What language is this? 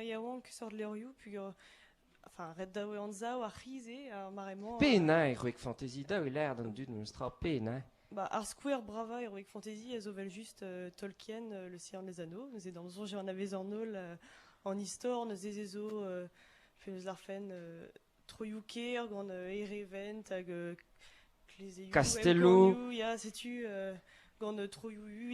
Breton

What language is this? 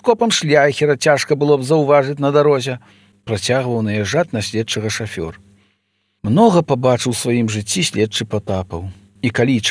Belarusian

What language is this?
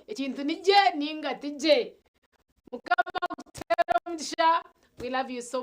Nyankole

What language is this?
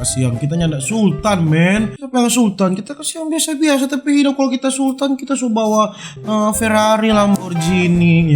Manado Malay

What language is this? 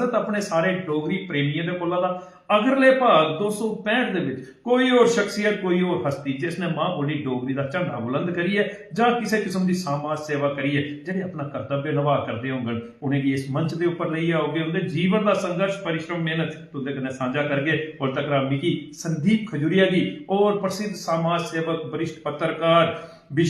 Dogri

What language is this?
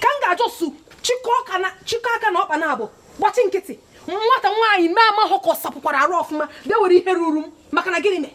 Igbo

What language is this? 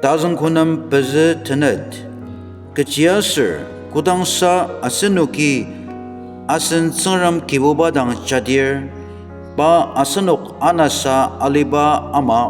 Ao Naga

